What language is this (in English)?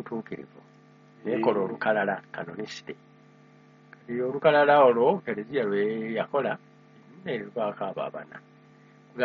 Ganda